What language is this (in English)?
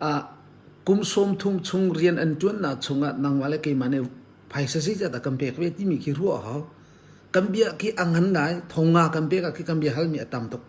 Hakha Chin